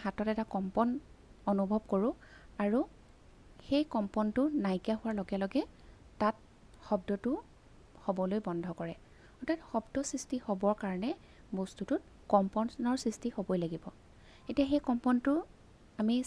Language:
Assamese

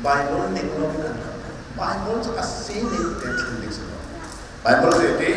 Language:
Hakha Chin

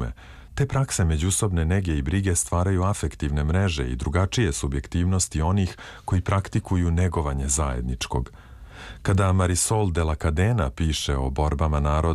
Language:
Serbian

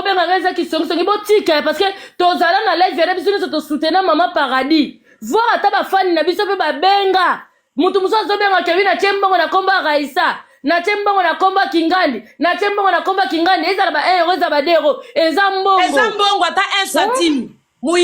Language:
Lingala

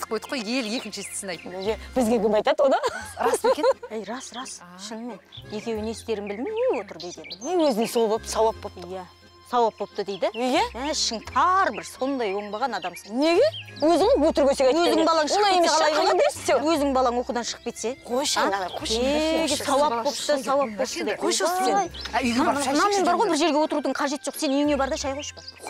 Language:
Kazakh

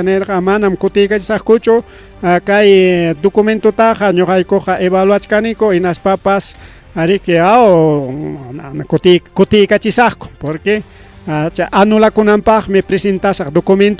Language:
Ayacucho Quechua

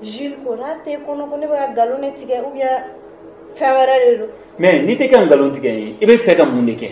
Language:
Bambara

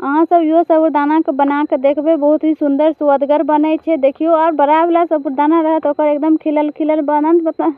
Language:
Maithili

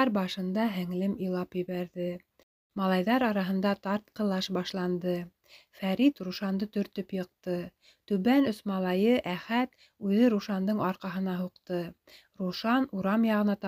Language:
Bashkir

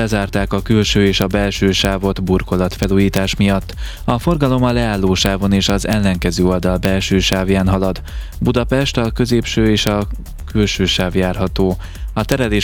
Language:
Hungarian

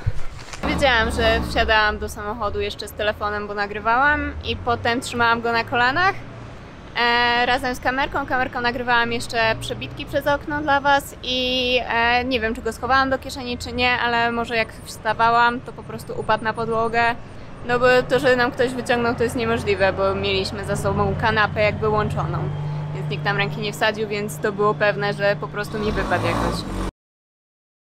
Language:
Polish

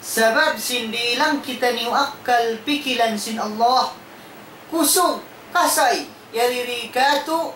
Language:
Tausug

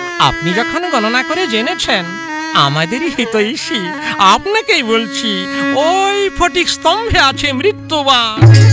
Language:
Bangla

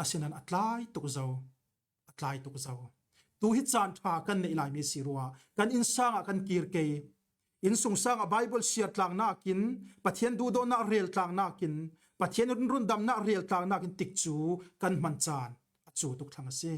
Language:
Falam Chin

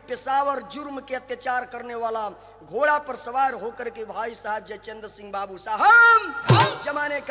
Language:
Bhojpuri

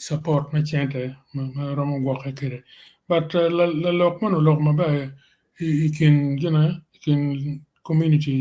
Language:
Acoli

